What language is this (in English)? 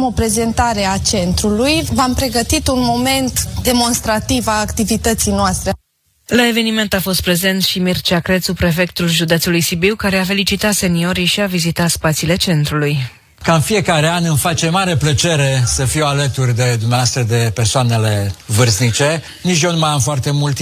Romanian